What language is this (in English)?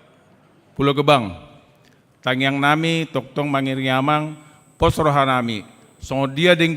Batak Toba